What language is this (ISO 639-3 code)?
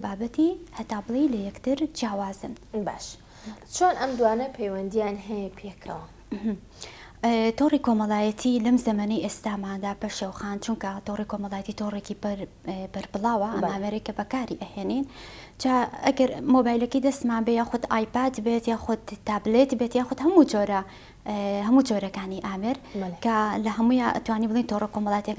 ckb